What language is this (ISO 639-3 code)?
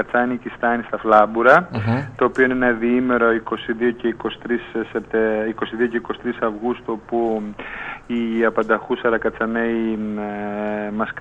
ell